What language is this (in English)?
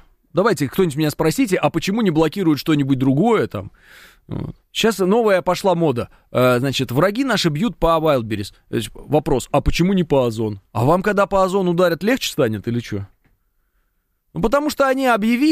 Russian